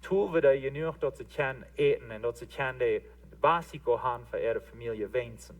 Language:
Plautdietsch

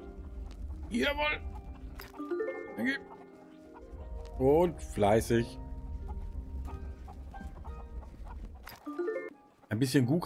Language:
German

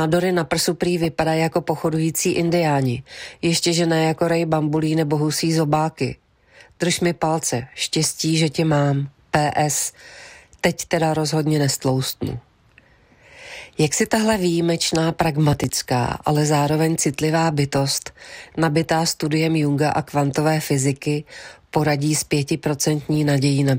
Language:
Czech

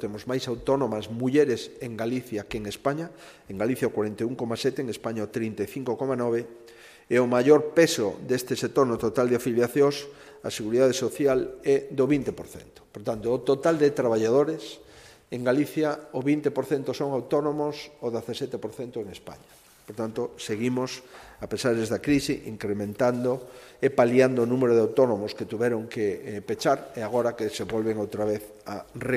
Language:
Galician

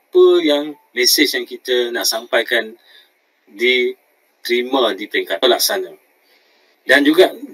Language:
Malay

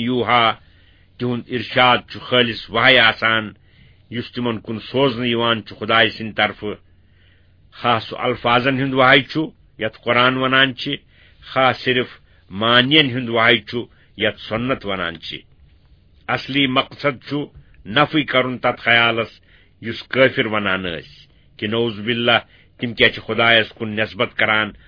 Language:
Kashmiri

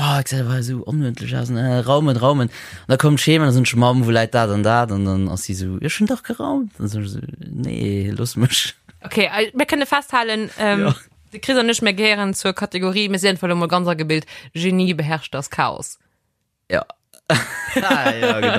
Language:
Luxembourgish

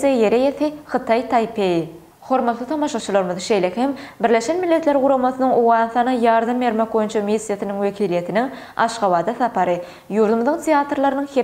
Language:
Turkmen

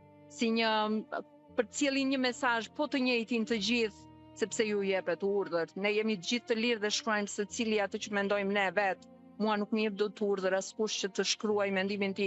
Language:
Albanian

